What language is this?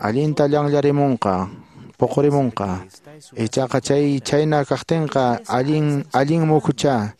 Quechua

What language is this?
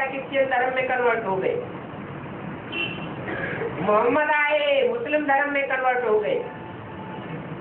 Hindi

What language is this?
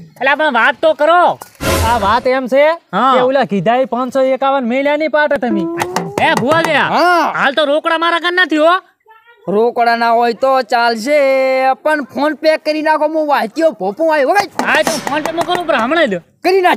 Gujarati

